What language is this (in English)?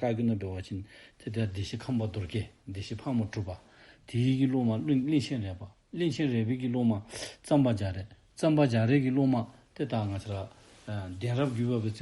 Dzongkha